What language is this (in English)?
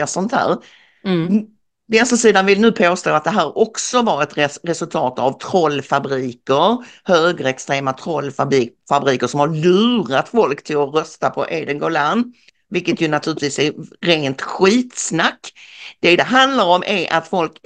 Swedish